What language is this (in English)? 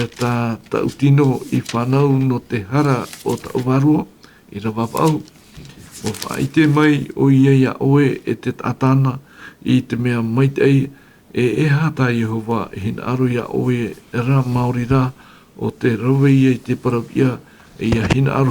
Tahitian